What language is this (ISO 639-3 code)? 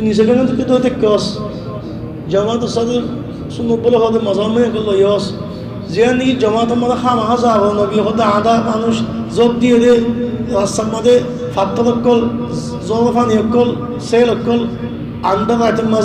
rhg